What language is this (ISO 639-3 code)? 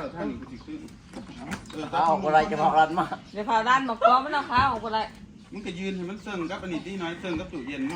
tts